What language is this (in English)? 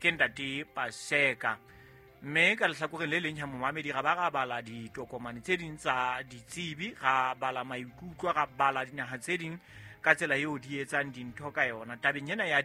Southern Sotho